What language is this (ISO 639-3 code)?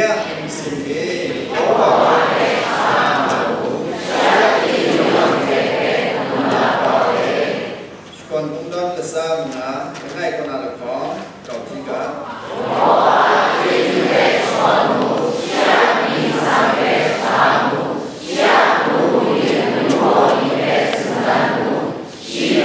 kac